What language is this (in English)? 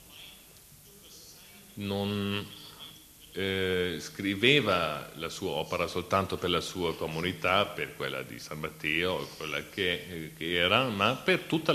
Italian